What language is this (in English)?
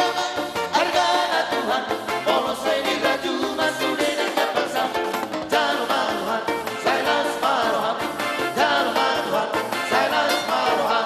Batak Toba